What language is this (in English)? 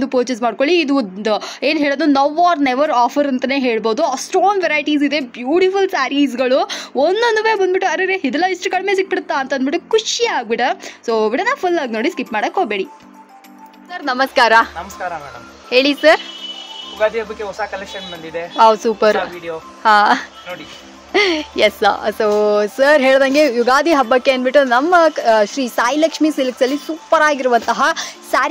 Kannada